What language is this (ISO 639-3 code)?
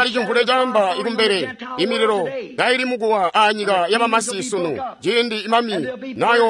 toi